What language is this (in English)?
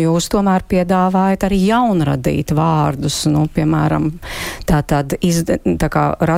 Latvian